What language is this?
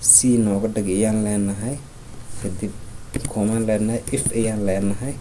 Somali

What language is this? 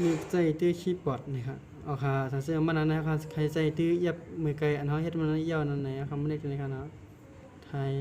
Shan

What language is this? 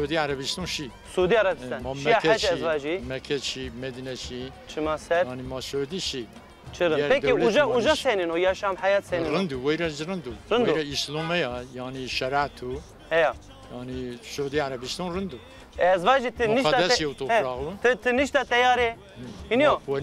Zaza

